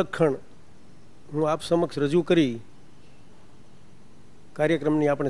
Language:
Gujarati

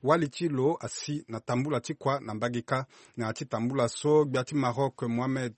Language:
Sango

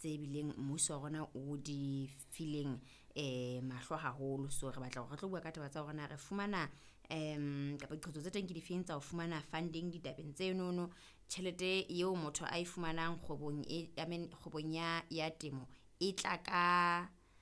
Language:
Southern Sotho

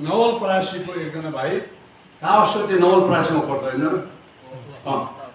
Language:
Nepali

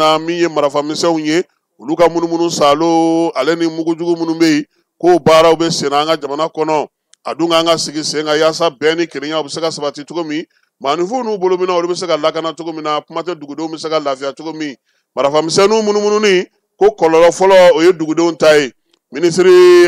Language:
Bambara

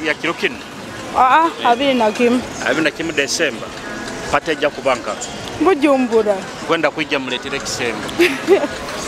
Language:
Nyoro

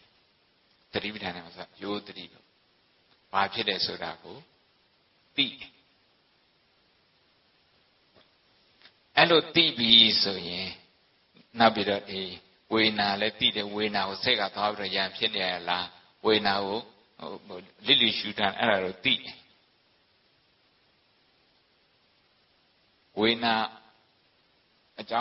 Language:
Burmese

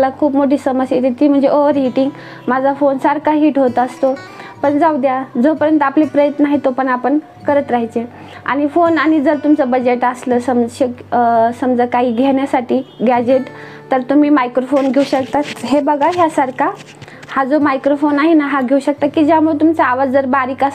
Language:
Marathi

